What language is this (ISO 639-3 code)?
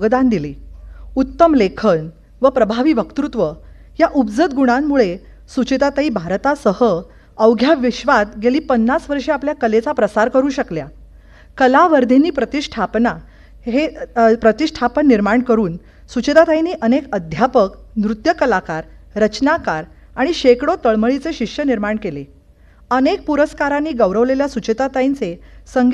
mar